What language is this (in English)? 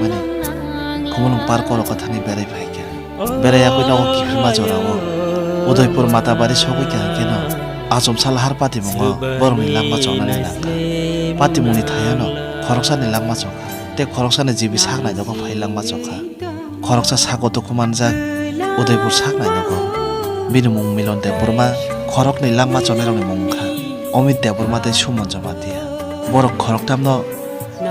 Kok Borok